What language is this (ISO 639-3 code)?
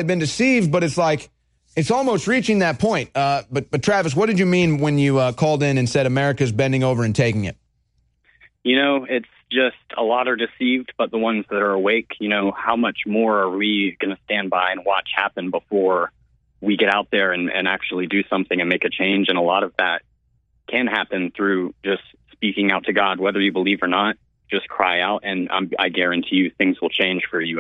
eng